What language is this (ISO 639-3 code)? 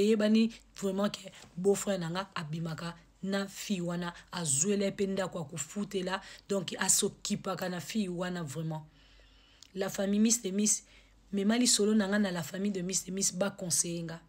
lin